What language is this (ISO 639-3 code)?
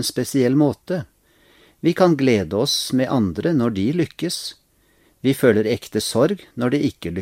nor